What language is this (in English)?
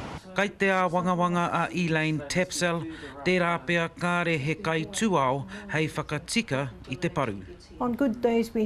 Māori